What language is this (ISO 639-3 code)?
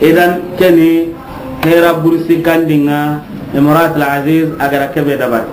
snk